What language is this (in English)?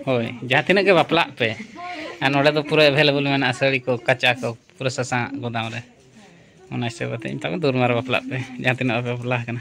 Santali